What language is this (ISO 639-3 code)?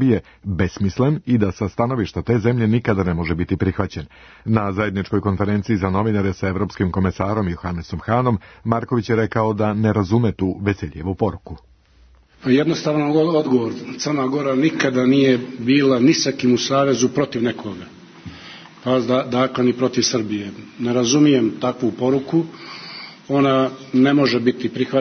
srp